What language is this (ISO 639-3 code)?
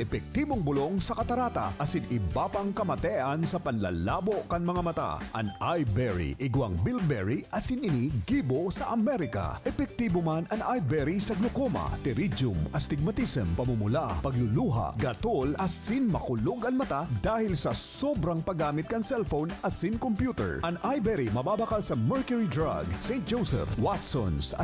bik